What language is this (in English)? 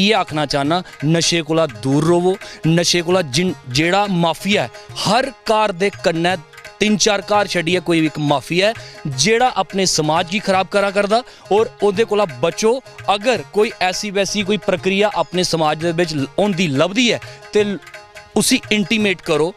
Dogri